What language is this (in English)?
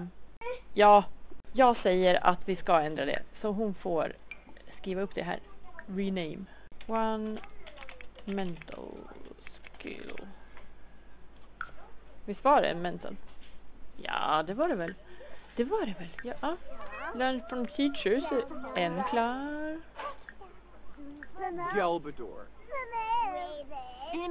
Swedish